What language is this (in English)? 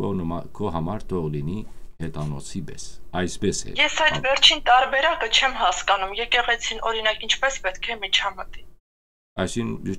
Western Armenian